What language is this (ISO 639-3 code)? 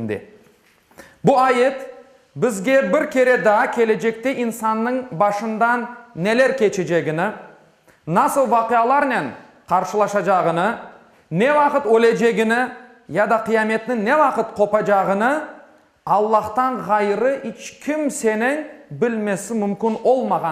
crh